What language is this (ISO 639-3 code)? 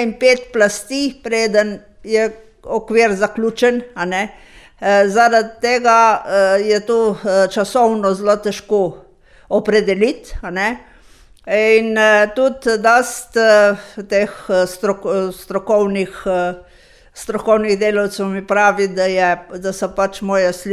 slv